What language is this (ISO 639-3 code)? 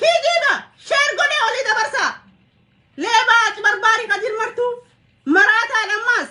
orm